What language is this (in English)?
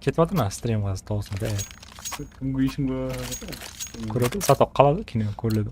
Kara-Kalpak